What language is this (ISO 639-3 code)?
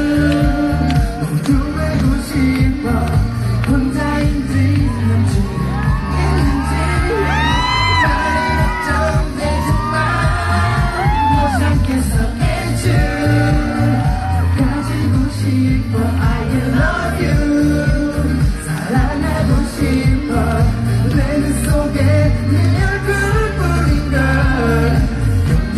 kor